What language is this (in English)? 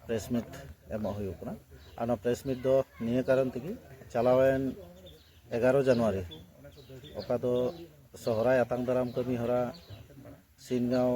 Santali